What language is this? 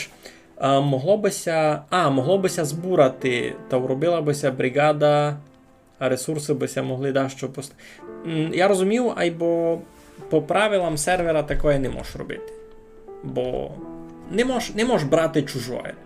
Rusyn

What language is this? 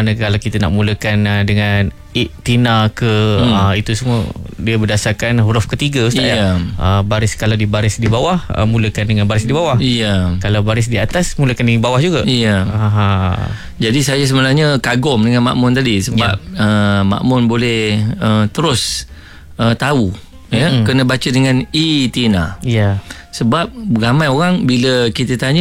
Malay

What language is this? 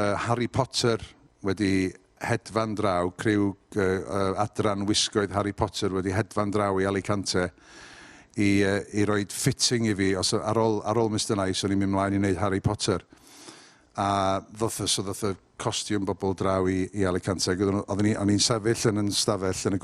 Welsh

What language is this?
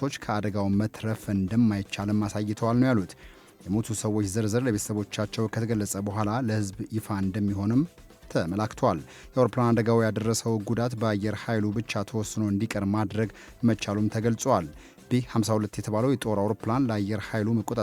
Amharic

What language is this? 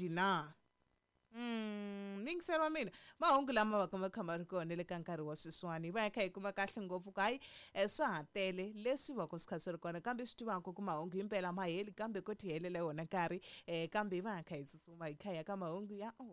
Tsonga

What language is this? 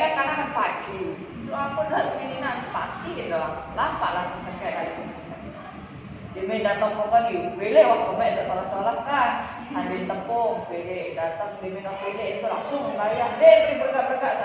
Sasak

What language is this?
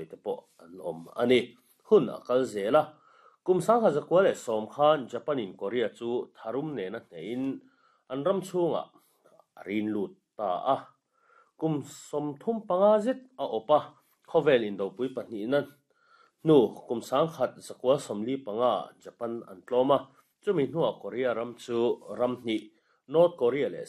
Mizo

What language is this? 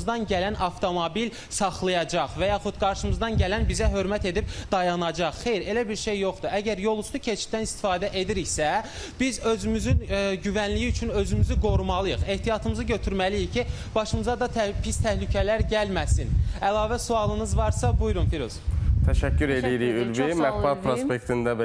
Azerbaijani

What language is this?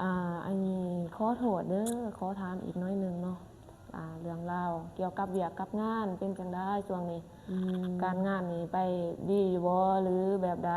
Lao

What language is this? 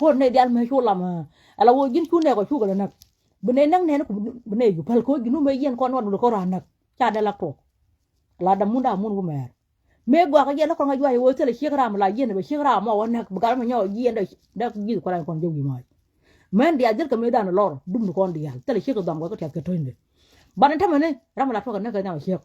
Nuer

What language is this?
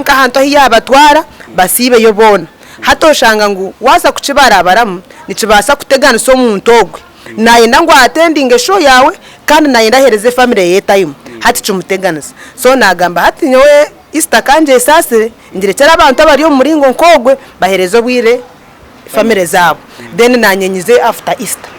Nyankole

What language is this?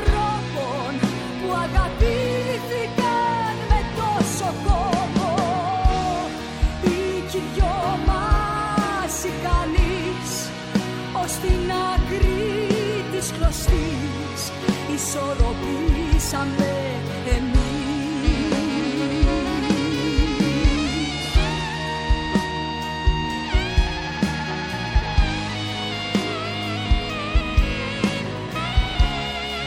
Greek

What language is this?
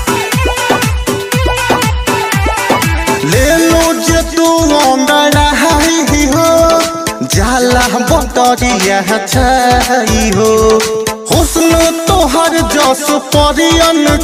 Bhojpuri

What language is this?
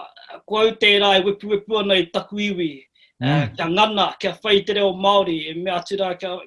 Māori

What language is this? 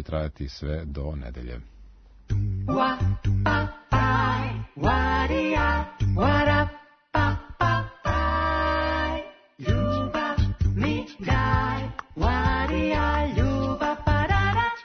Serbian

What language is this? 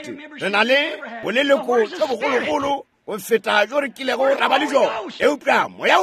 Northern Sotho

